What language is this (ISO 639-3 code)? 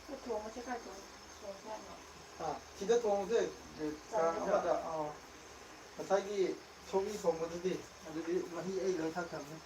mni